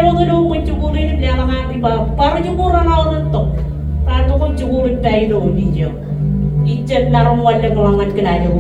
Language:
Marshallese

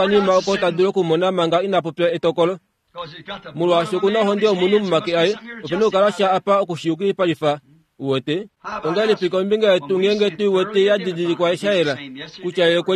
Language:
Kuanyama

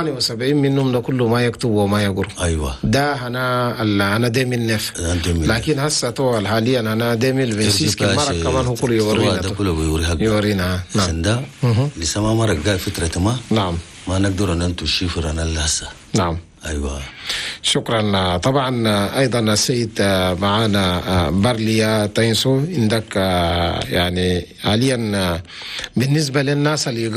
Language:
Chadian Arabic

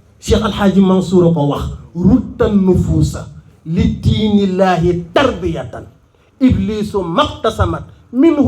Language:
Wolof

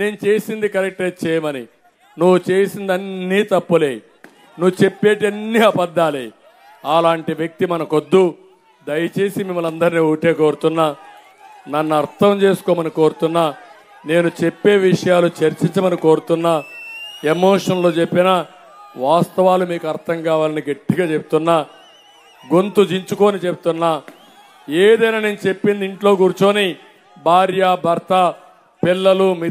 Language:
Telugu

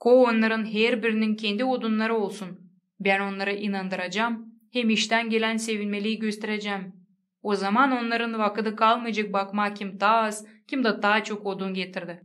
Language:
Gagauz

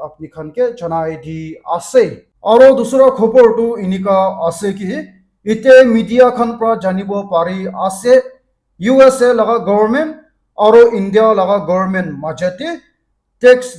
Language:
Naga Pidgin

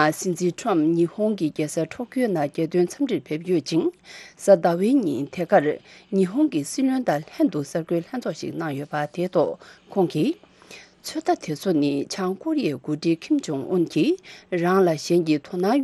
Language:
Tibetan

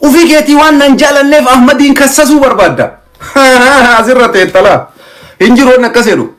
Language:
Oromo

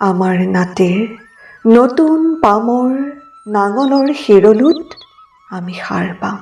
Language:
Assamese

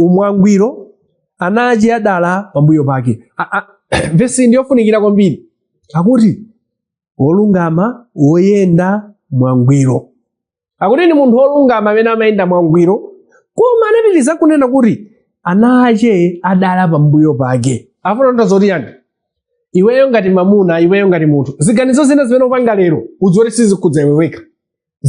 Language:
Nyanja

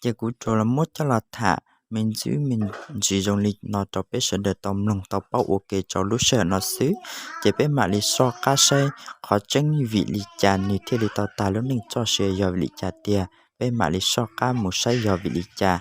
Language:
Hmong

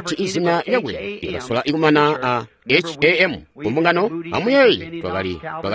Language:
Tonga (Zambia)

